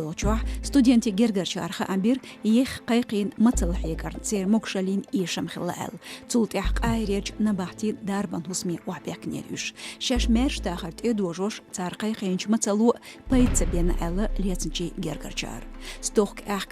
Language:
Chechen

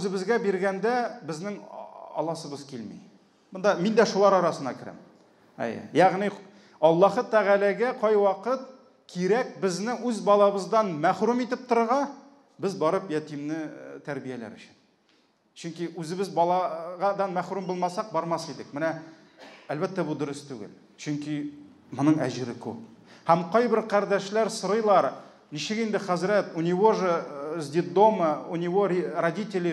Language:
Tatar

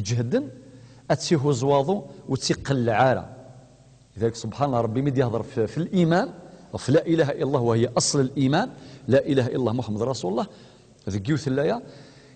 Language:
Kabyle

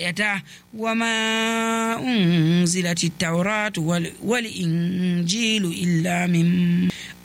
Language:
Nigerian Fulfulde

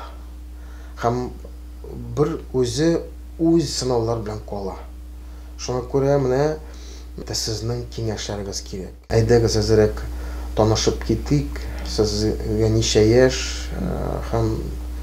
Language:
Tatar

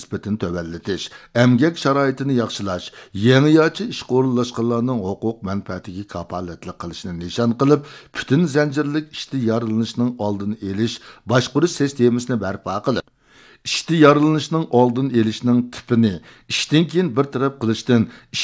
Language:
Uyghur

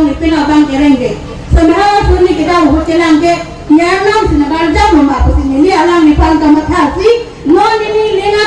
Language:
Karbi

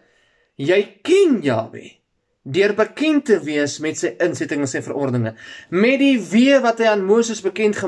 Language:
Afrikaans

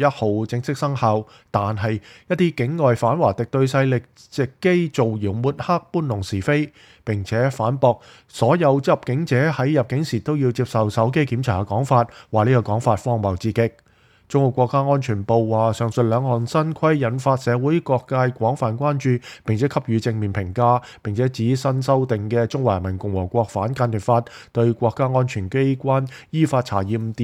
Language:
Cantonese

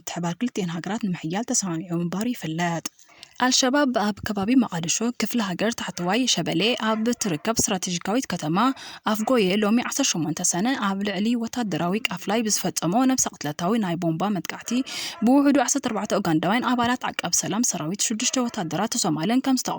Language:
Tigrinya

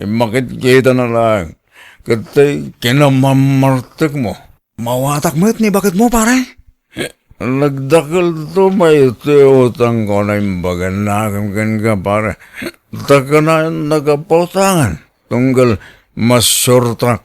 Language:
Iloko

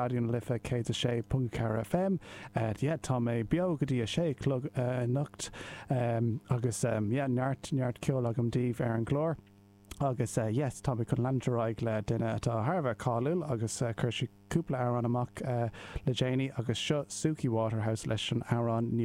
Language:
Irish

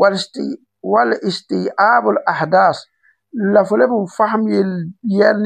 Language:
Mossi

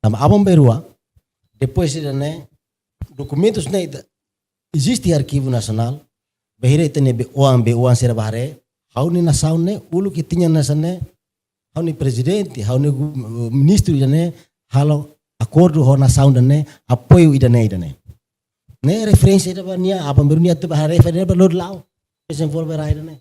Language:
Tetum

